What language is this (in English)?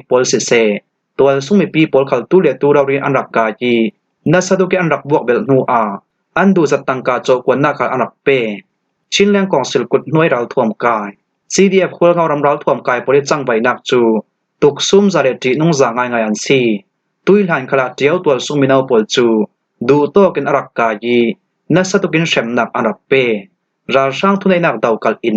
Falam Chin